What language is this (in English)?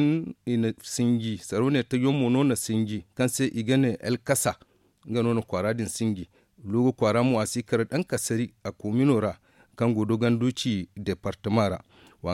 Zarma